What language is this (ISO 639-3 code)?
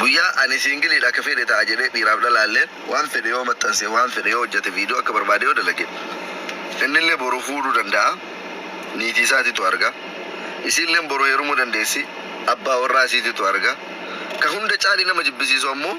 orm